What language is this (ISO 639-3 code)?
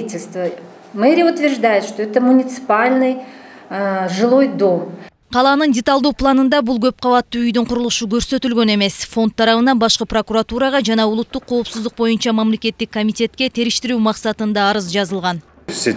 kir